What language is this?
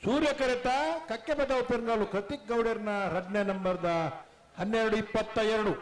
Tulu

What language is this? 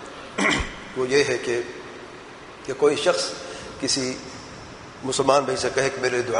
Urdu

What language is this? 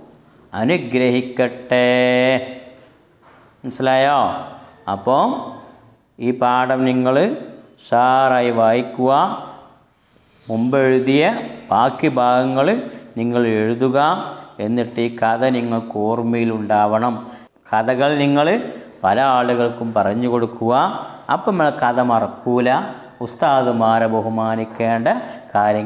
Malayalam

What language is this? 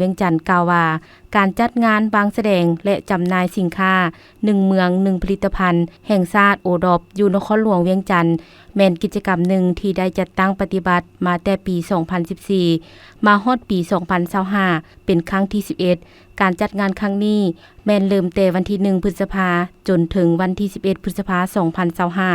Lao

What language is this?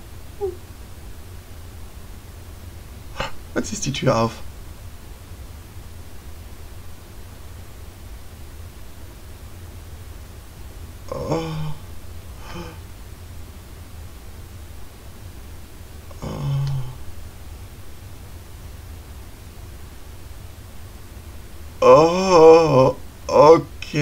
German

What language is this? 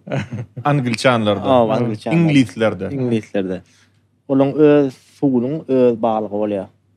Turkmen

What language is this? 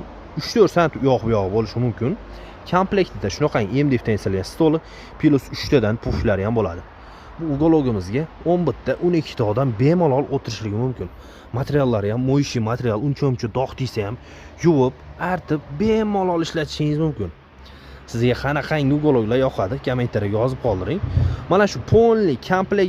Uzbek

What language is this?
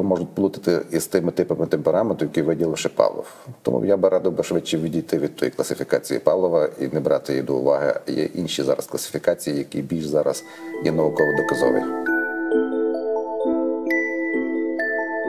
Ukrainian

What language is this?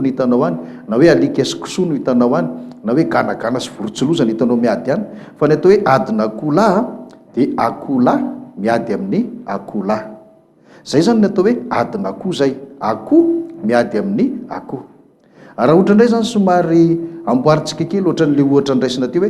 Malagasy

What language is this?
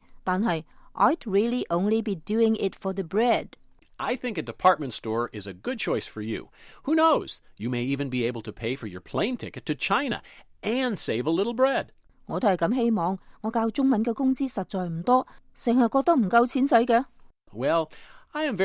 Cantonese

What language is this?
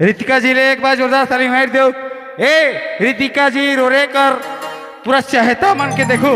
Sadri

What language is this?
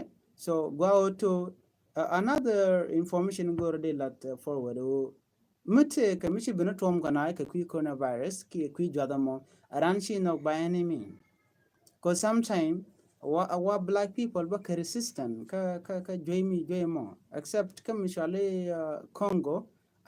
Nuer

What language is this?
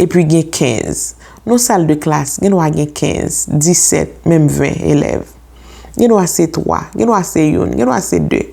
Haitian Creole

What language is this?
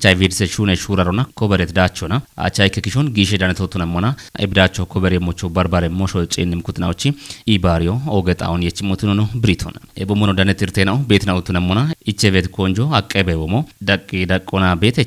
Kafa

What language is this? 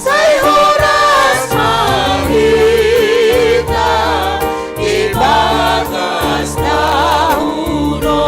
Batak Simalungun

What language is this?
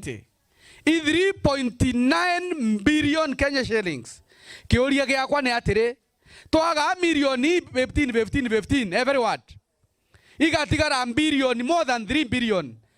Meru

